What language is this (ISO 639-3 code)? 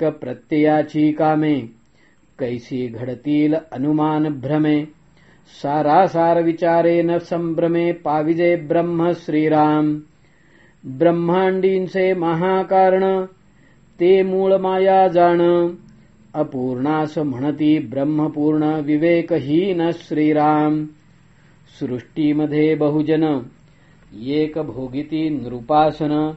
mar